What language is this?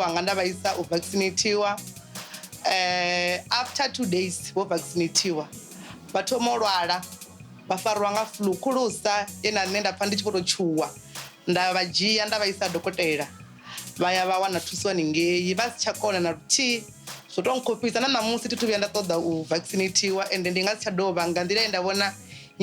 Venda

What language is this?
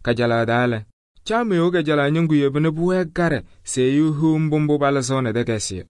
Kabiyè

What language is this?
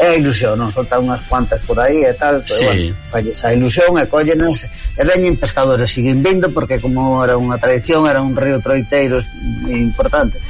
Galician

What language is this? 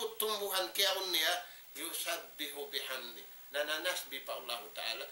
Tausug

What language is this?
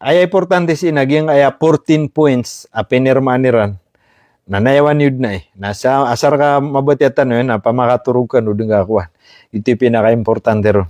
Maranao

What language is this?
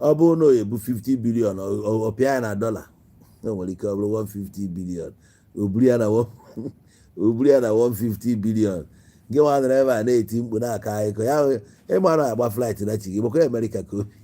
Igbo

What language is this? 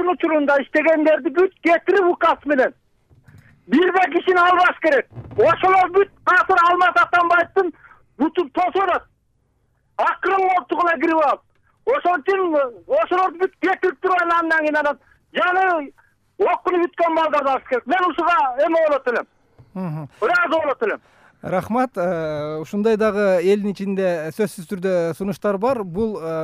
Kyrgyz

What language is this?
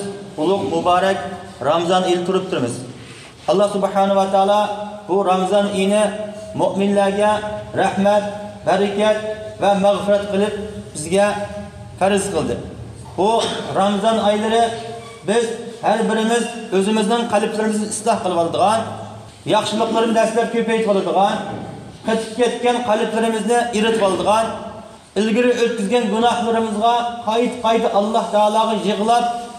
Uyghur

